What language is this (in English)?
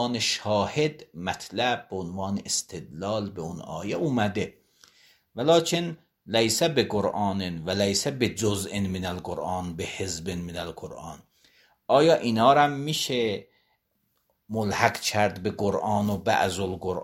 Persian